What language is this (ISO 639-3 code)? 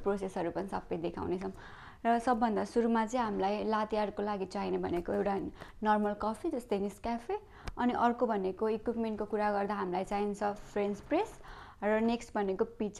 nep